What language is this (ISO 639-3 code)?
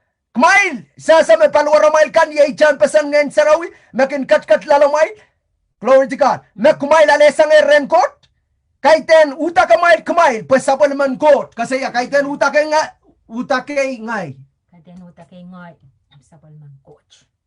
pon